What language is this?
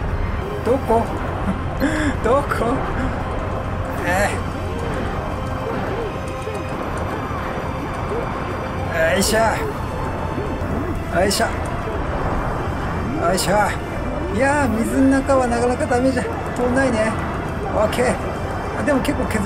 Japanese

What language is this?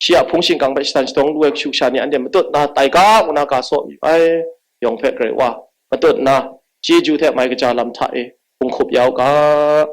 Kachin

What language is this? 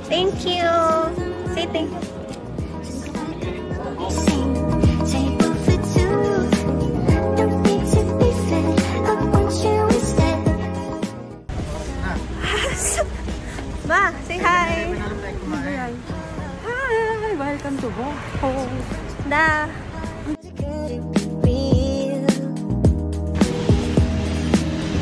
Filipino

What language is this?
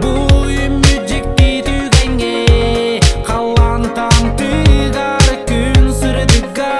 Yakut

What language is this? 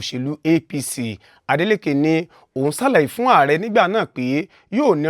Yoruba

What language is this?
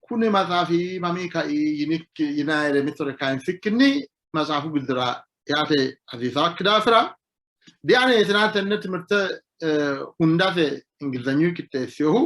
Sidamo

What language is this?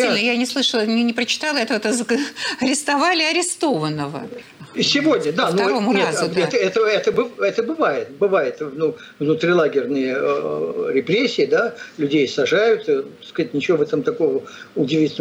Russian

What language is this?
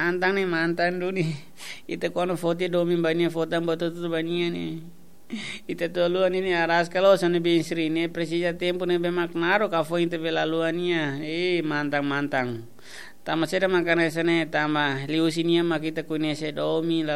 Tetum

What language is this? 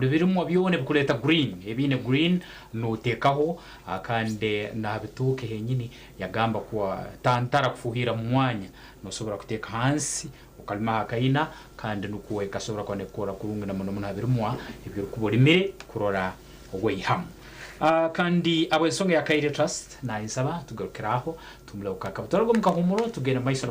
Nyankole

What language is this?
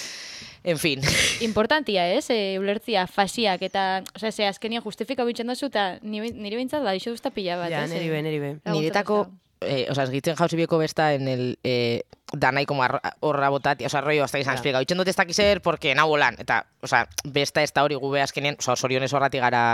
Basque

